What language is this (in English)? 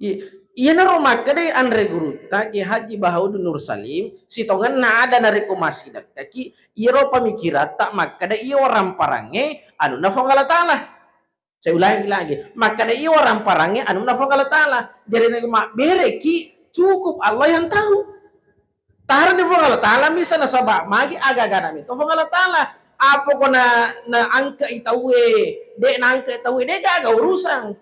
Buginese